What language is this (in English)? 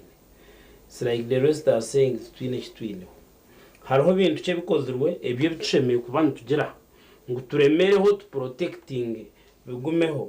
Nyankole